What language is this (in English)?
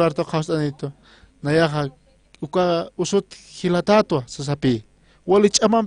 Aymara